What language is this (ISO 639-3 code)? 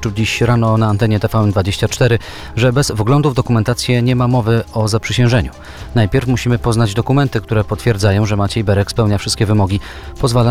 pol